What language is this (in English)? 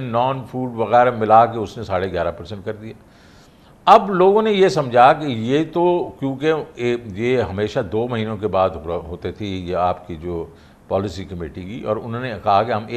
Urdu